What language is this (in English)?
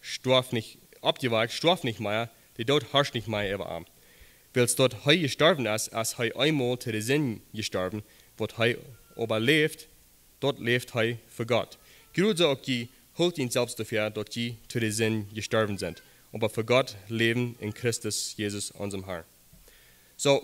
Plautdietsch